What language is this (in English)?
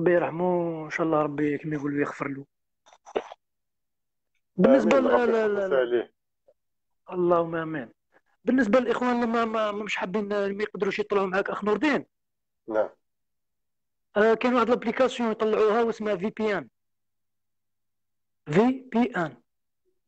Algerian Arabic